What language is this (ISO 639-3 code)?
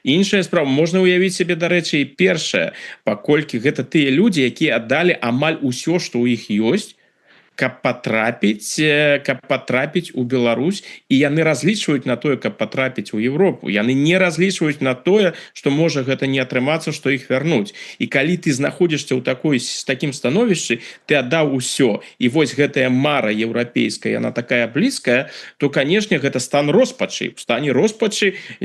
bel